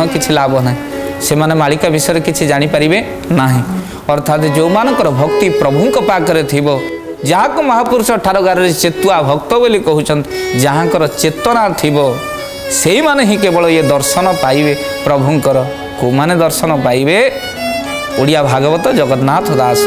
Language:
Odia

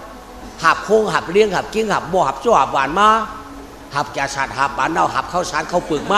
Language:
Shan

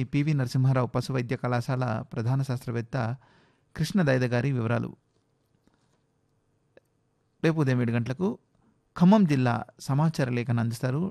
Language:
Telugu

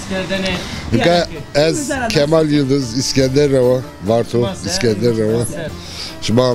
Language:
Zaza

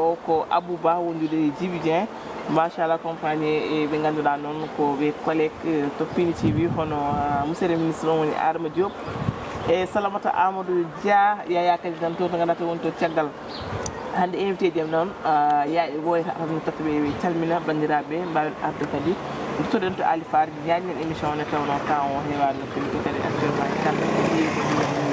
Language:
Fula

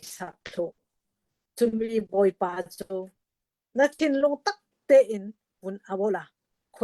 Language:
Hakha Chin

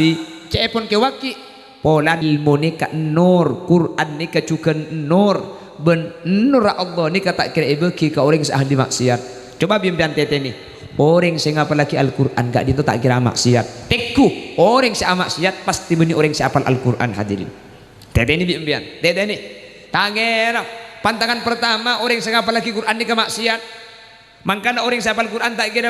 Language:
Madurese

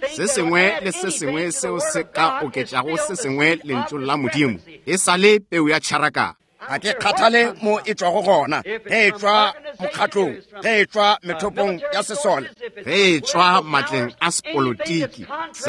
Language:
Northern Sotho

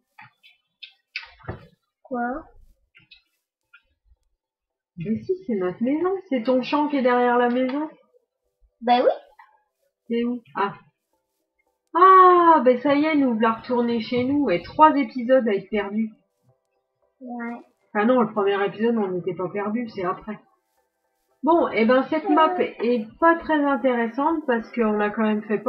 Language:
French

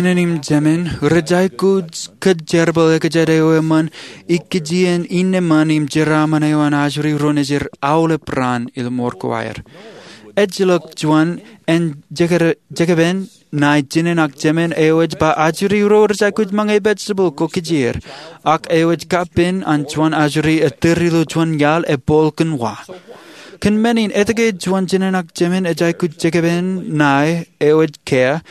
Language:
Marshallese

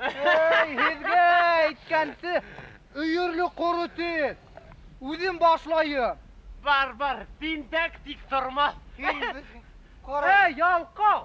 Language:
Bashkir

